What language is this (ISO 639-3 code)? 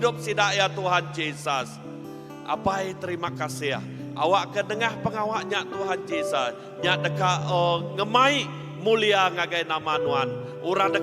iba